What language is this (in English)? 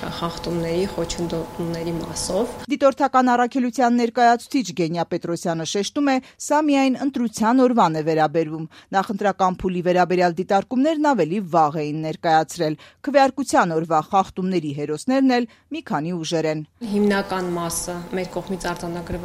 Armenian